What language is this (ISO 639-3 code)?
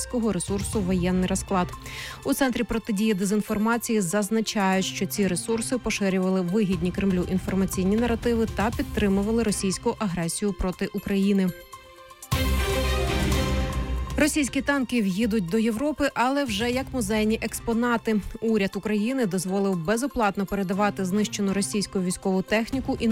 ukr